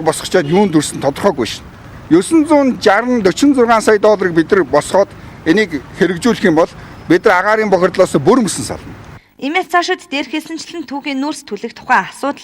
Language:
Mongolian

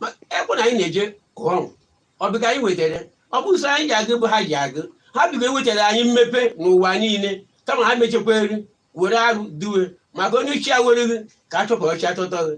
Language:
Igbo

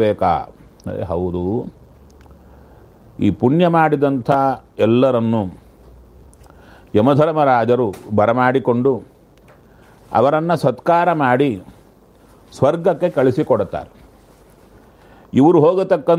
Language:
Kannada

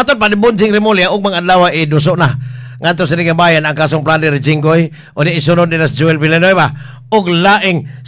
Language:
Cebuano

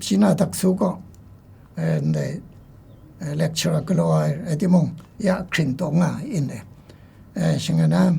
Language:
Kachin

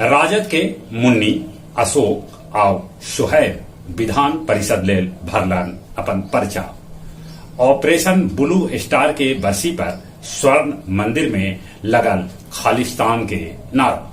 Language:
Magahi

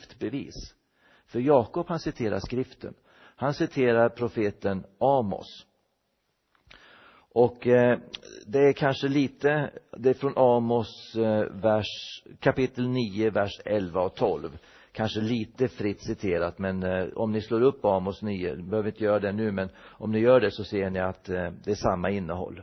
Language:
Swedish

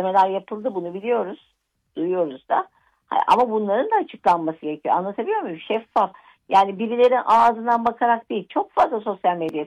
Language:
Turkish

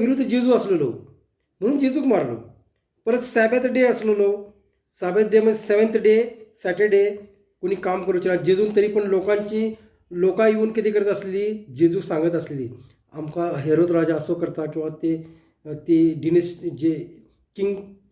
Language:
Konkani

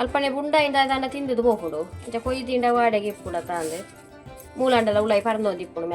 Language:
Tulu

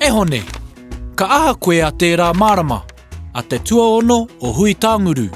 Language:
Māori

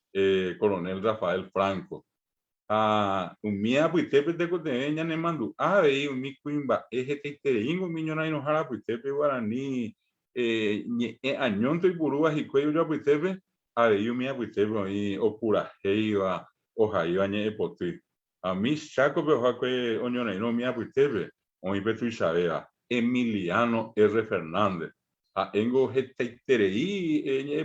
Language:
Guarani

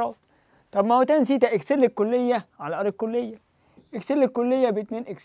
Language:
Egyptian Arabic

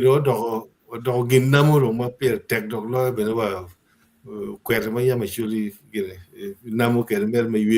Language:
Acoli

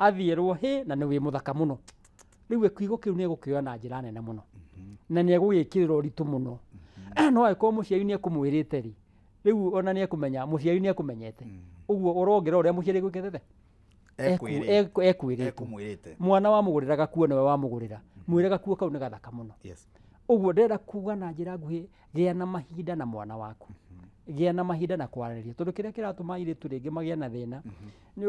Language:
Kikuyu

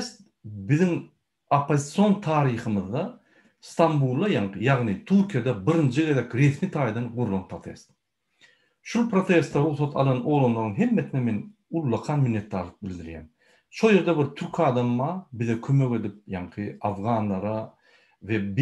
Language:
Turkmen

